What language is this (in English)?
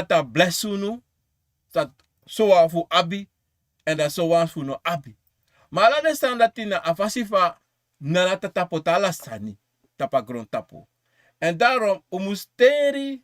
Sranan Tongo